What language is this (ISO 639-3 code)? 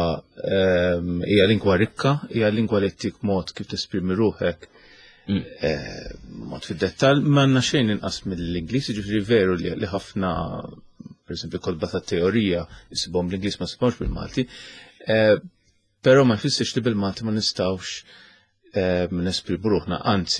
mlt